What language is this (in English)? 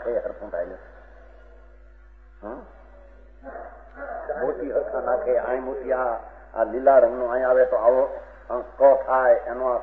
Gujarati